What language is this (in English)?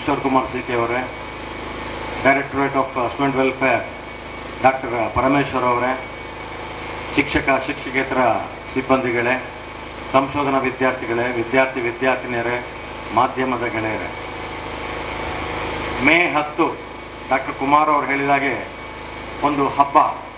Kannada